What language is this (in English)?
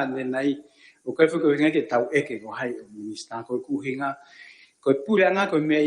Tongan